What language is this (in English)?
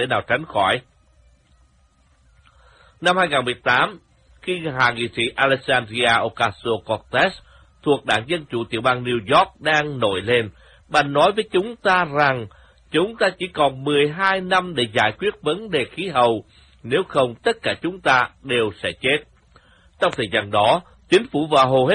Vietnamese